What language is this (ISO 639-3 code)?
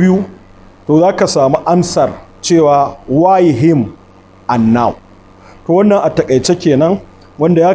hau